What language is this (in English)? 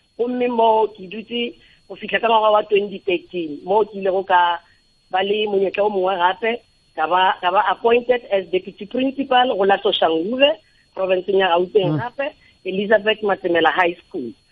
Northern Sotho